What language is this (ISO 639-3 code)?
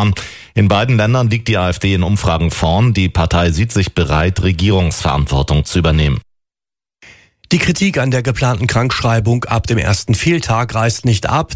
deu